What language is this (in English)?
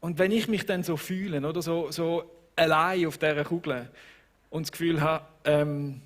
Swiss German